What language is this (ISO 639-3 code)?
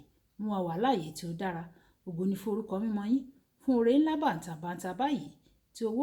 yor